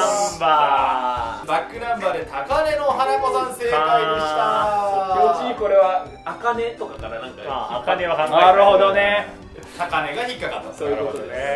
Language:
Japanese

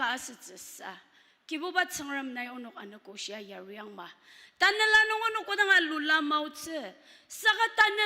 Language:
Ao Naga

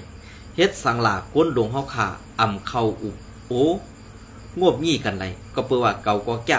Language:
Shan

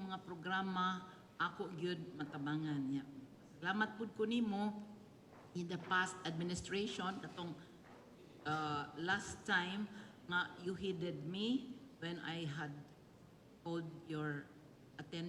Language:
Cebuano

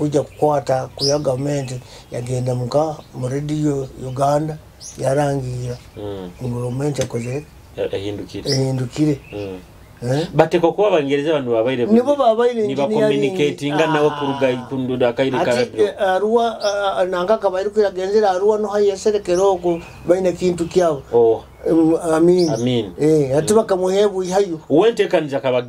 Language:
Nyoro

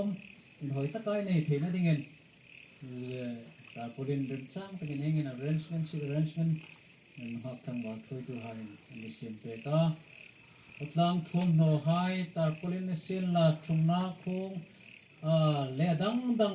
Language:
Hmar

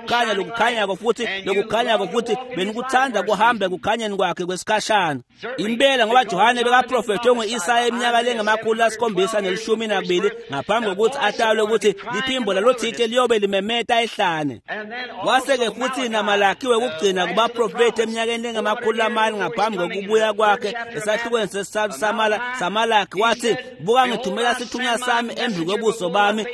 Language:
Swati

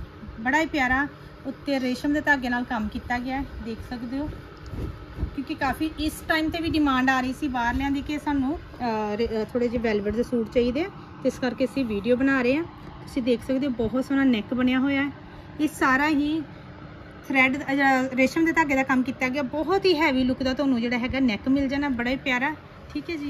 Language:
Punjabi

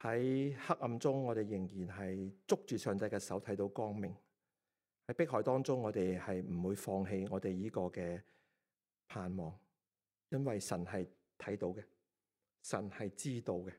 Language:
Cantonese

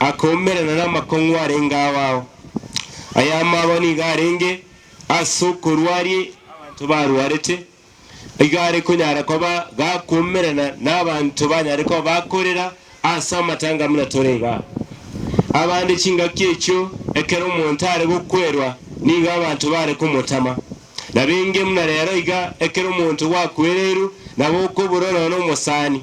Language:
Gusii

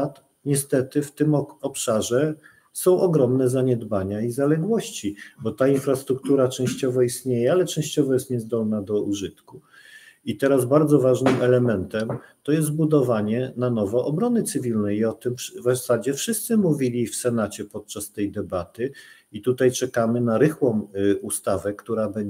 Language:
Polish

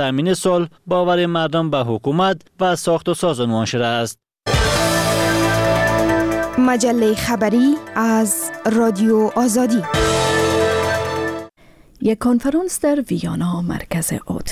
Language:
Persian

